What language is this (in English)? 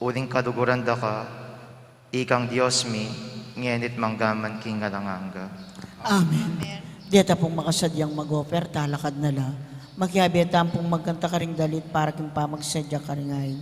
Pampanga